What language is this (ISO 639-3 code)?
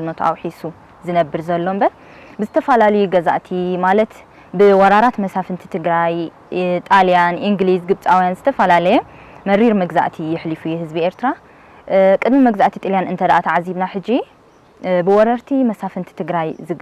tir